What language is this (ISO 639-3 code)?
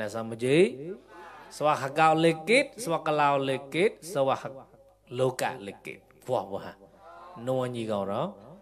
mnw